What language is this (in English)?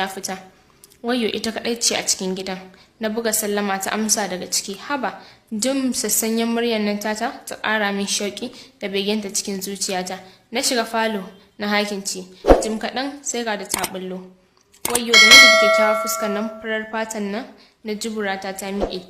Hausa